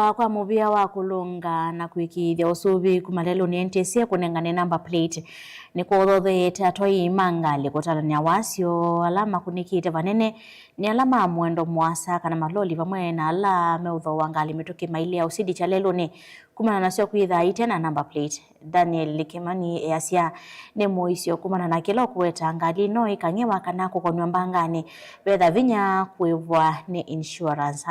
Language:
Kamba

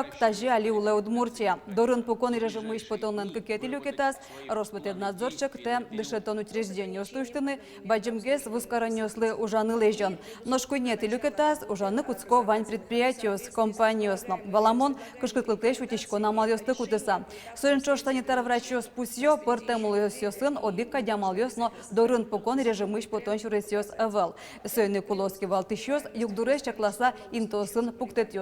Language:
Udmurt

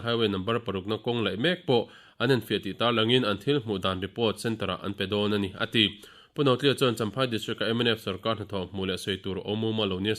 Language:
Mizo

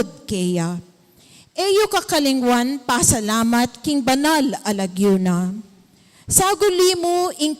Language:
Pampanga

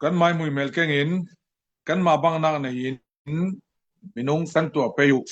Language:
Falam Chin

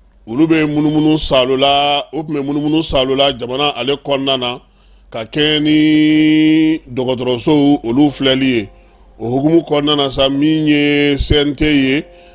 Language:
Bambara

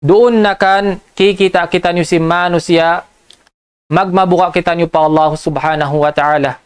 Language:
Tausug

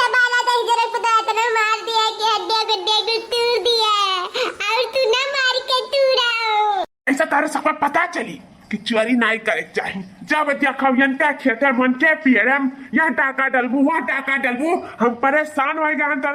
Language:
Awadhi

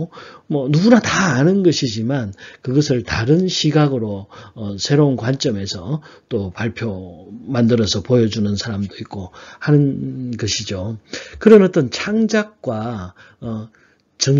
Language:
Korean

